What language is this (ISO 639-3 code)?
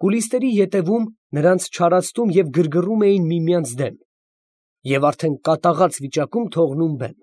hye